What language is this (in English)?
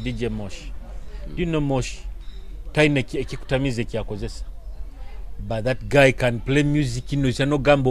Nyoro